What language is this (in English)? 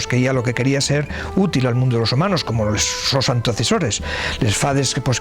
Asturian